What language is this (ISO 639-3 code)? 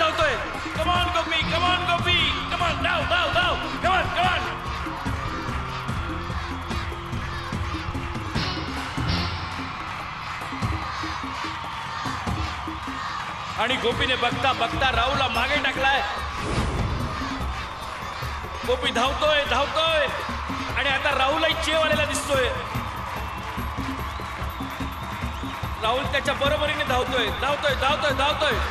mar